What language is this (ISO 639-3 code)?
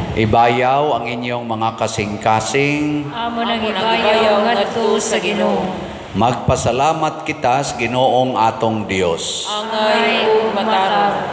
ceb